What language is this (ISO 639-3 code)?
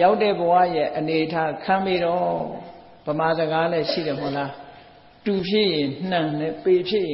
mya